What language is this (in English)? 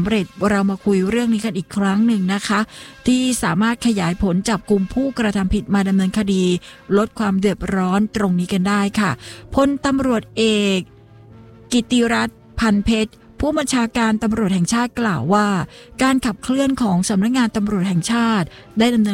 Thai